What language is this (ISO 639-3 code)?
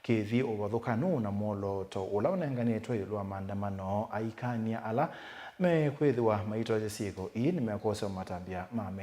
kam